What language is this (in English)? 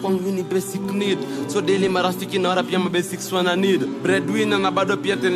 Swahili